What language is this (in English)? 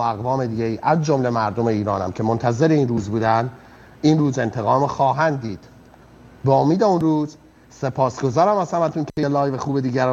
Persian